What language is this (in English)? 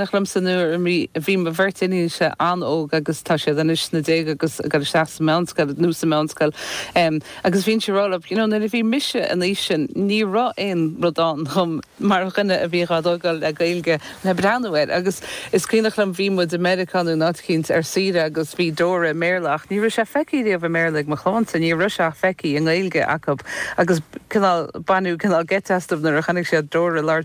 Irish